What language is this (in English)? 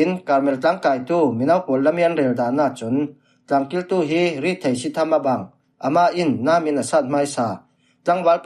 Falam Chin